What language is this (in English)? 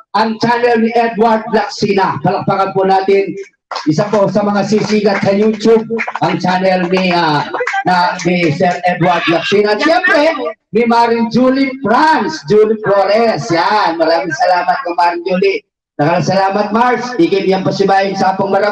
Pampanga